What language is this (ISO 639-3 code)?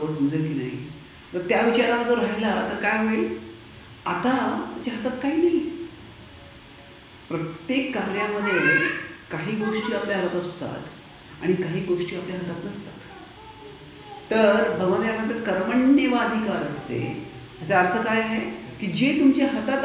mar